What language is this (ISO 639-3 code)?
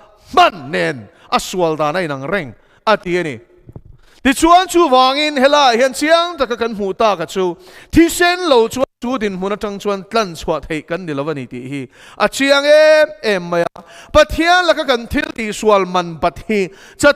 lus